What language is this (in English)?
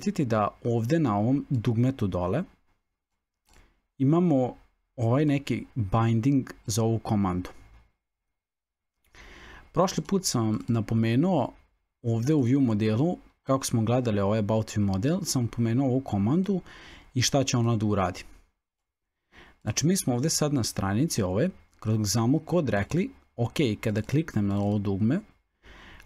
Serbian